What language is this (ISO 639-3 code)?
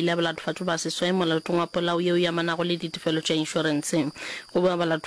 nso